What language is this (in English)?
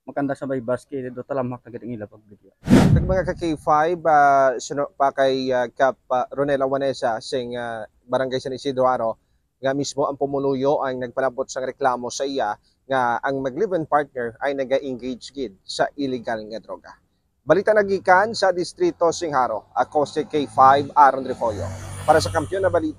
Hiligaynon